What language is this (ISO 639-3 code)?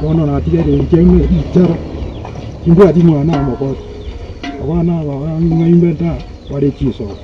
guz